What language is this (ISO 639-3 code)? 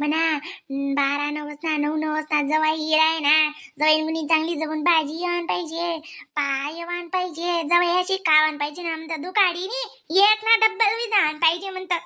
khn